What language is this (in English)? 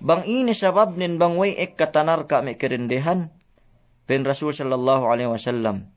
Yakan